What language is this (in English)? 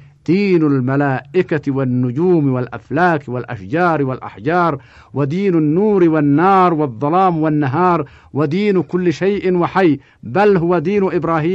Arabic